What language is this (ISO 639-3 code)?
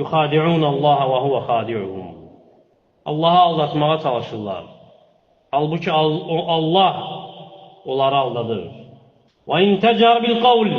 aze